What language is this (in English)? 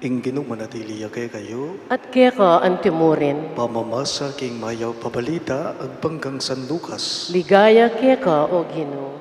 Pampanga